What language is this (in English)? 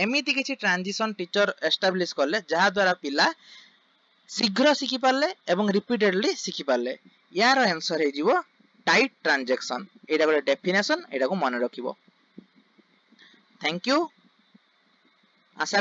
Odia